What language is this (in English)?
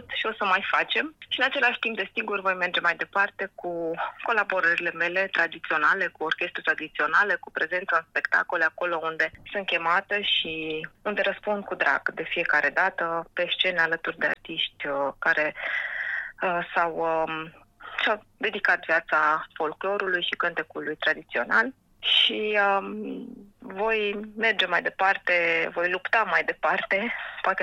Romanian